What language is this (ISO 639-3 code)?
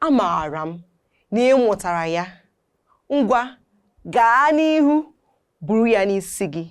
ibo